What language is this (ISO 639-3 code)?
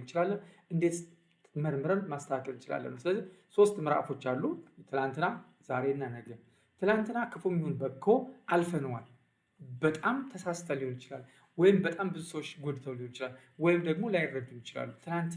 amh